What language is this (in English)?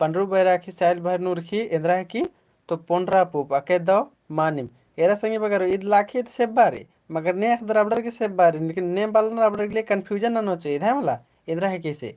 Kurukh